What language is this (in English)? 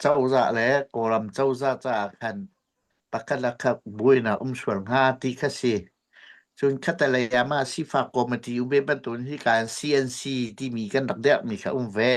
Hakha Chin